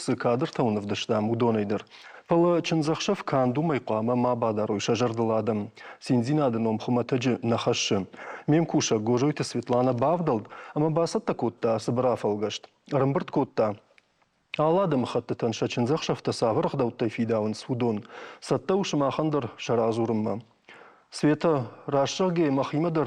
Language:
Ossetic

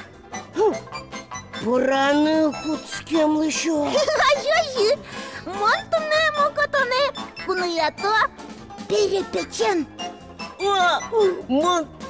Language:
Udmurt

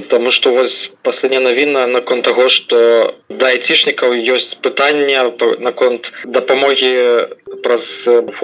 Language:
Belarusian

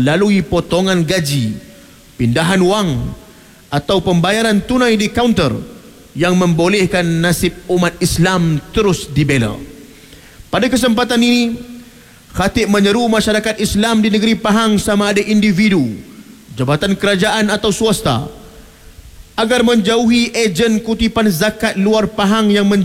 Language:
Malay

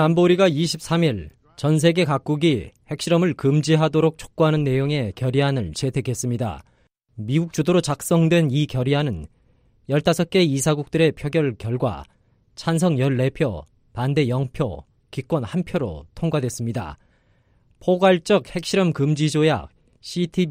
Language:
Korean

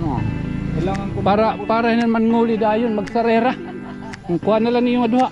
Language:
Waray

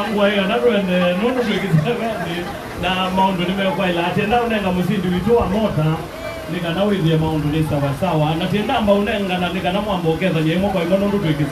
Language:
Kamba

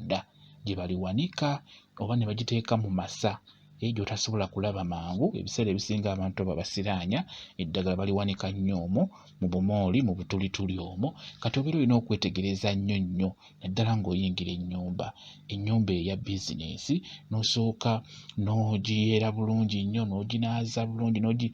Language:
Ganda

